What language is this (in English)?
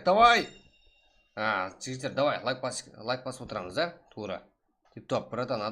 Kara-Kalpak